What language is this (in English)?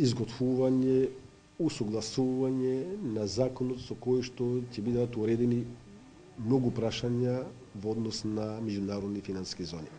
Macedonian